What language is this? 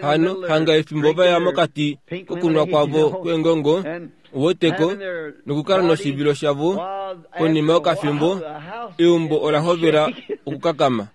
Kuanyama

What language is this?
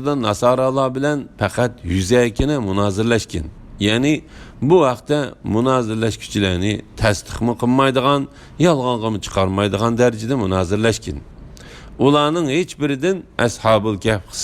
Uyghur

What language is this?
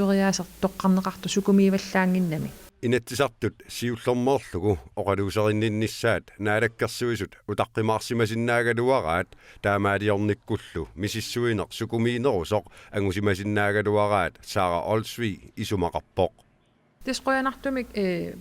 Kalaallisut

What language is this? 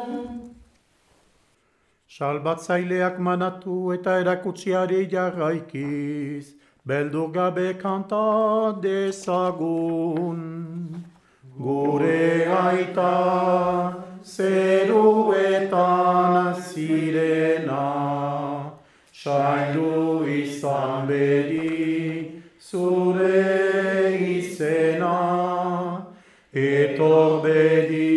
Basque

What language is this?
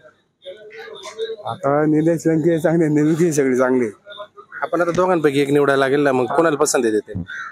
Marathi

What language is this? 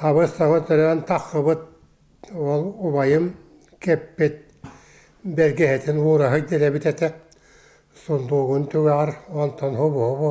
Yakut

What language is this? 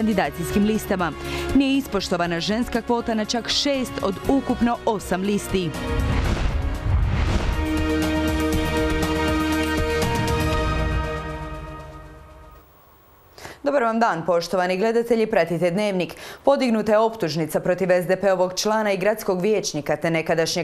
Croatian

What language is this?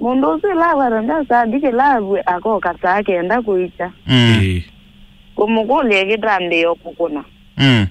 Kamba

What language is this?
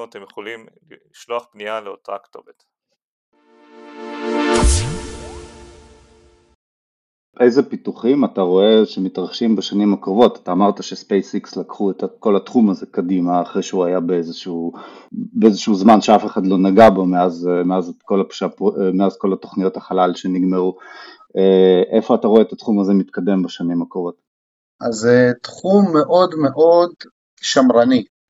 Hebrew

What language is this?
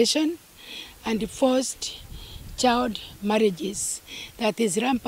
Meru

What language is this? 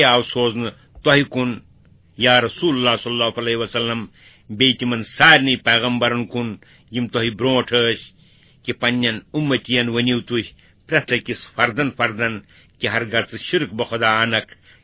Kashmiri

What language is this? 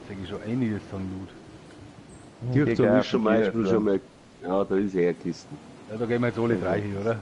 Bavarian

